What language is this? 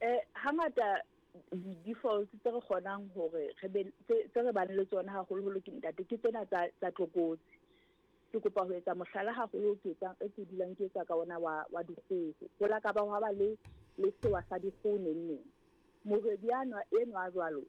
Southern Sotho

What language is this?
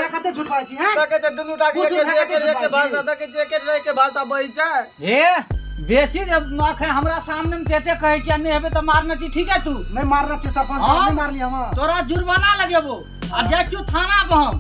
Maithili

